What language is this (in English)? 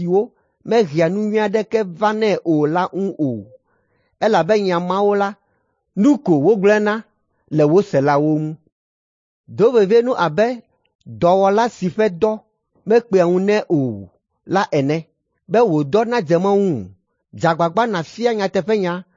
Ewe